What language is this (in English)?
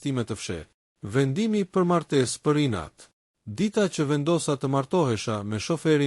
Albanian